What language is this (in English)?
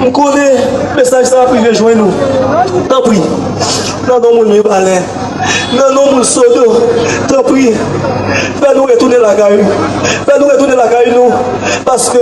Haitian Creole